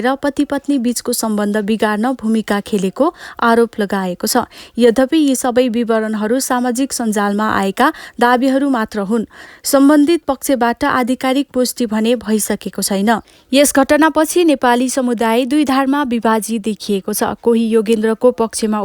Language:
Nepali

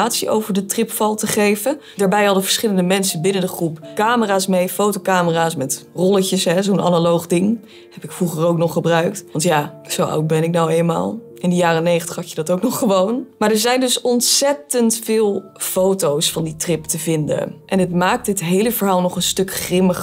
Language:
Dutch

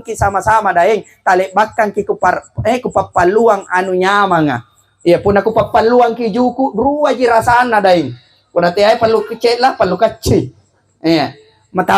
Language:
Makasar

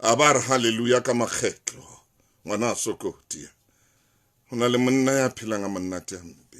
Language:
Southern Sotho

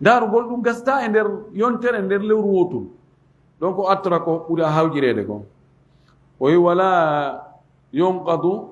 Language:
Fula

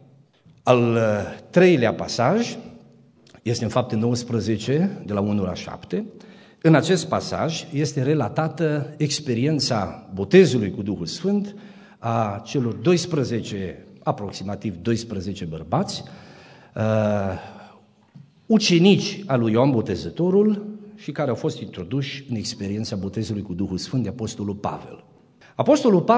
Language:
Romanian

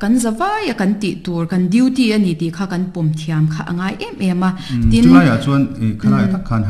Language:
Mizo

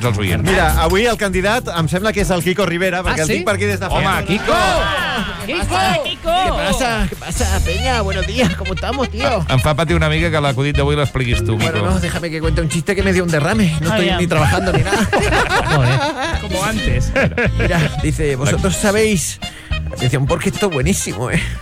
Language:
Catalan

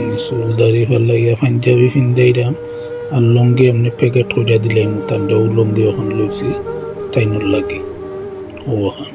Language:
Sylheti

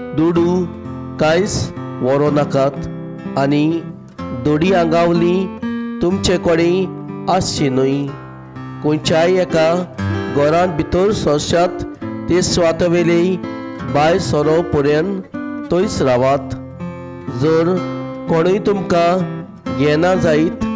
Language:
Konkani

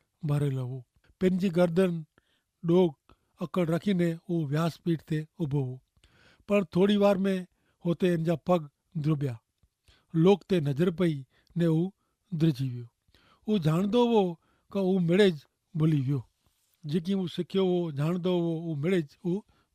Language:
Kachhi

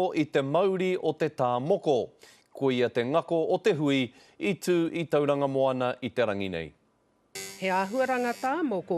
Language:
Māori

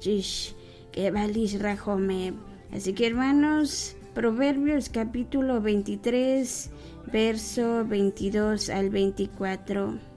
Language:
Kekchí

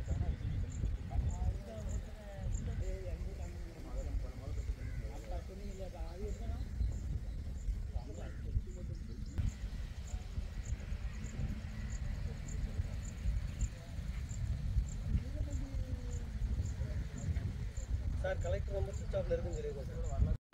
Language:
Tamil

